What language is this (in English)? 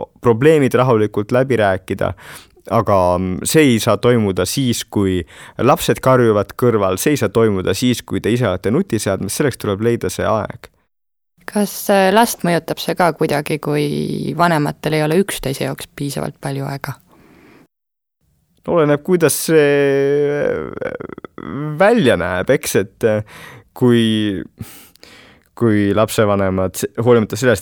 Estonian